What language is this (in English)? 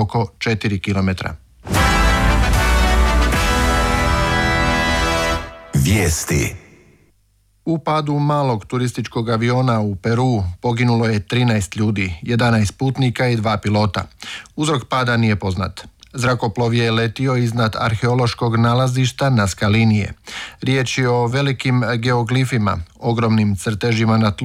Croatian